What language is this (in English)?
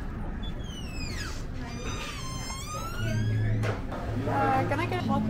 Finnish